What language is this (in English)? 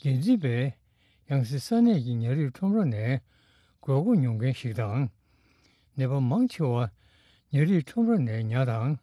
Tibetan